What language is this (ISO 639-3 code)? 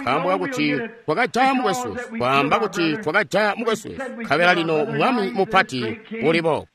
toi